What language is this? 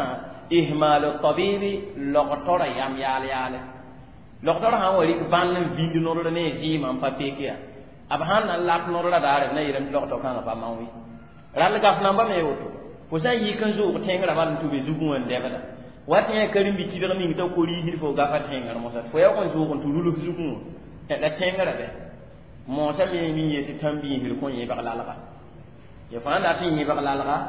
Mossi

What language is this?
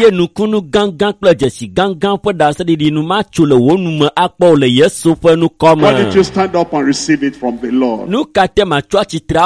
Ewe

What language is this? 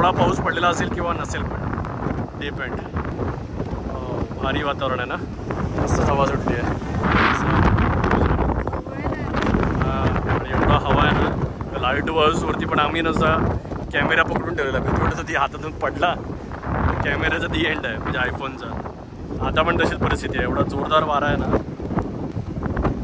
Marathi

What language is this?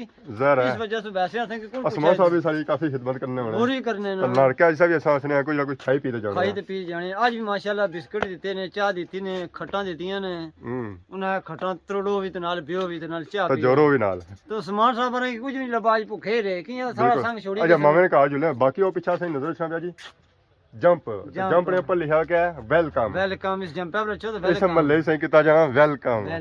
Pahari-Potwari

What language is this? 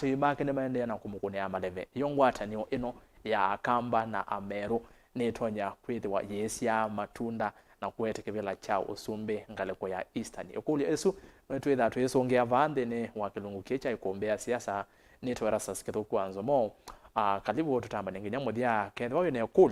Kamba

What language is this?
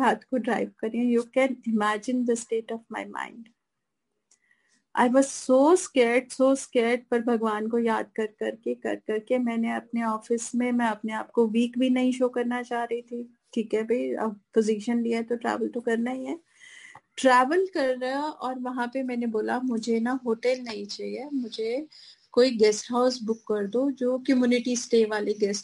Hindi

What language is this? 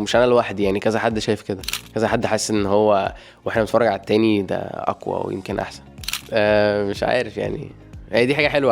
Egyptian Arabic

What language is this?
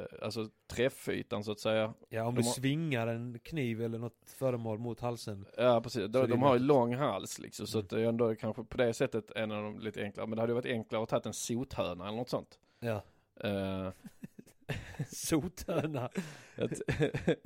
Swedish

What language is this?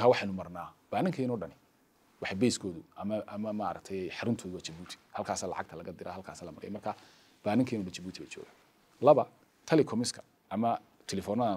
Somali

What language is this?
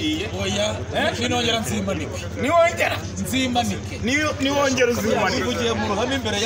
Kinyarwanda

